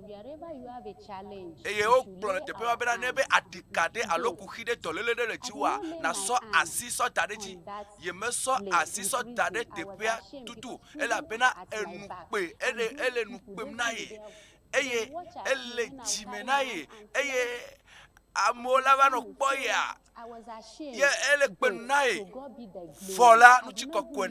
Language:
Ewe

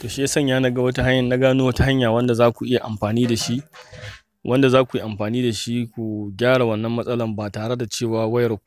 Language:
Hausa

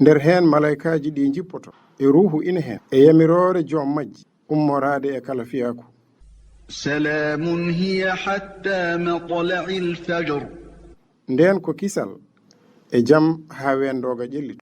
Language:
Fula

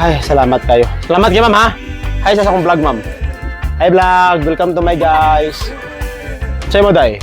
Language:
Cebuano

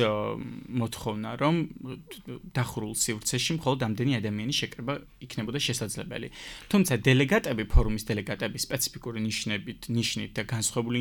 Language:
Georgian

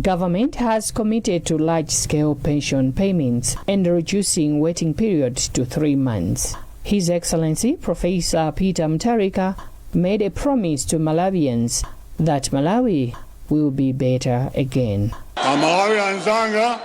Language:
English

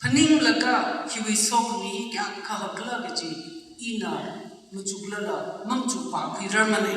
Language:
Tangkhul Naga (India)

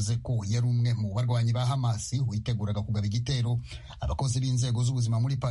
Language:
Kinyarwanda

